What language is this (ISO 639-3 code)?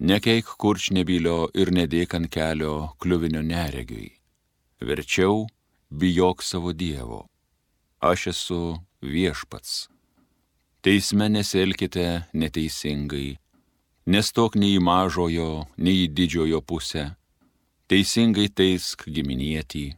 lit